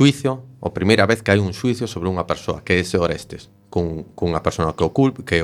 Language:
Galician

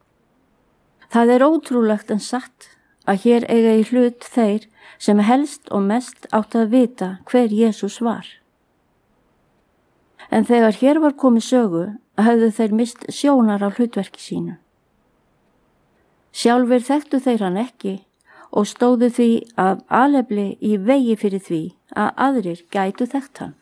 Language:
Icelandic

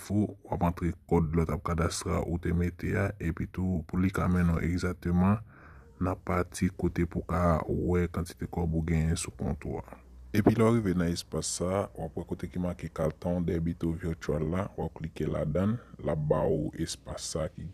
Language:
Haitian Creole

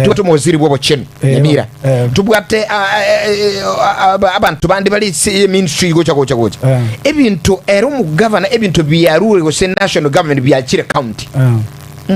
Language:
Gusii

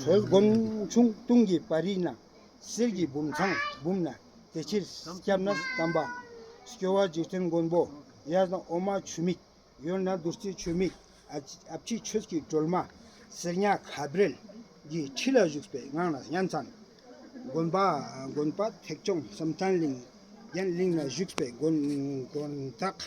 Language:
Ladakhi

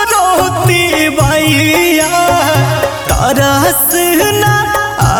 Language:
Bhojpuri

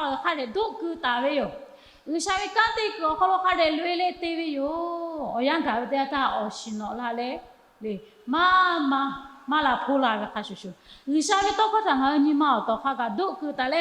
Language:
Lahu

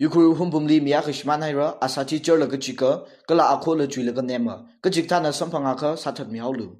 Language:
Tangkhul Naga (India)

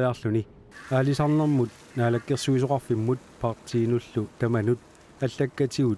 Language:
Kalaallisut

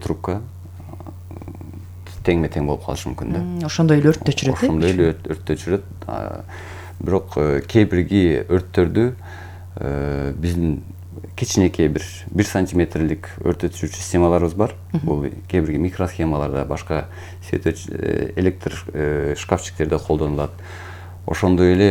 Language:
Kyrgyz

